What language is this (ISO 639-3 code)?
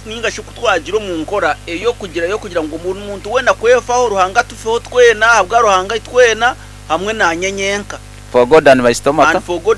nyn